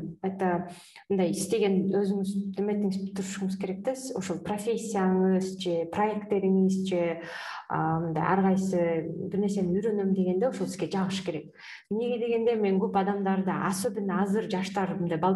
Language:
Kyrgyz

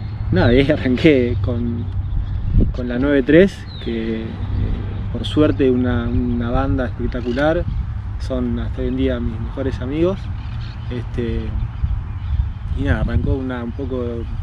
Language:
Spanish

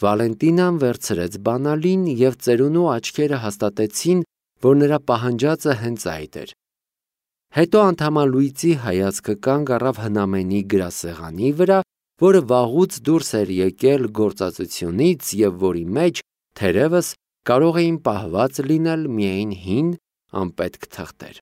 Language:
Armenian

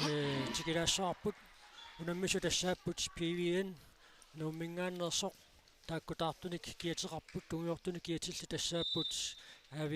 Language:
Kalaallisut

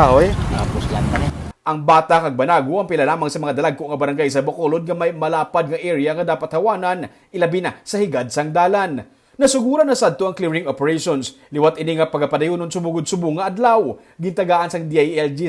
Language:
Hiligaynon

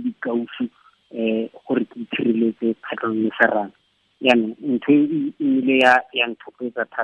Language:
Tswana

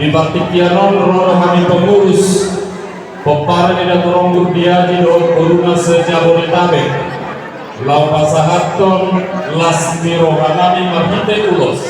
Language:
Batak Toba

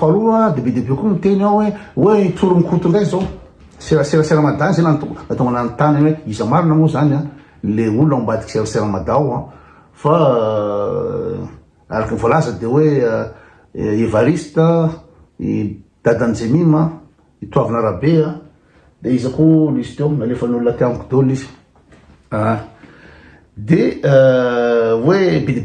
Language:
Malagasy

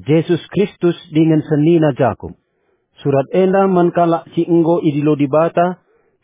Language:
Batak Karo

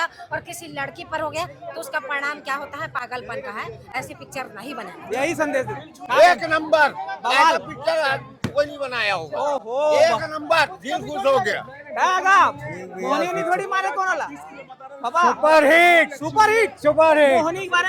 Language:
Chhattisgarhi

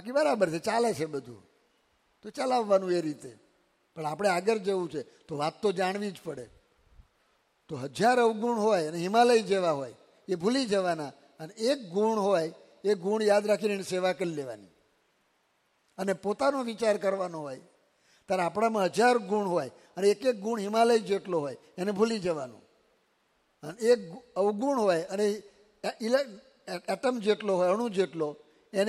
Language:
Gujarati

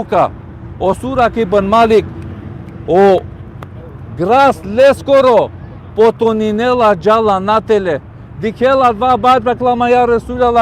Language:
Balkan Romani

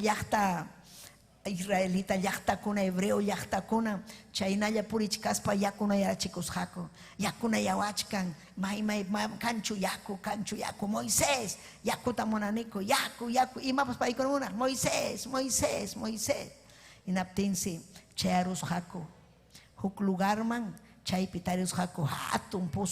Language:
Ayacucho Quechua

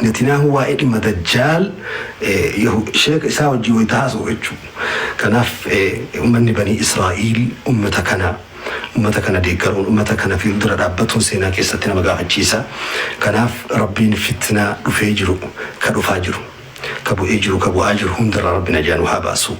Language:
Oromo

